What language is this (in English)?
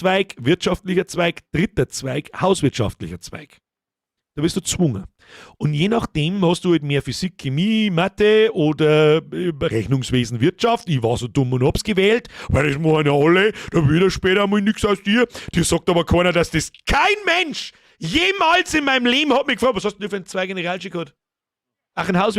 Bavarian